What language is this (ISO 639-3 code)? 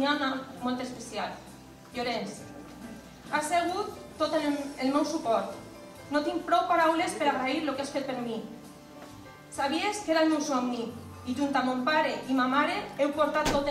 cat